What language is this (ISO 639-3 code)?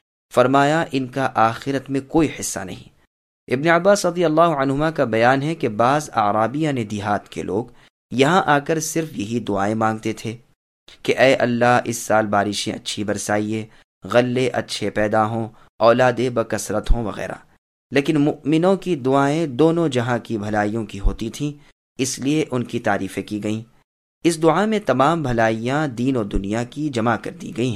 urd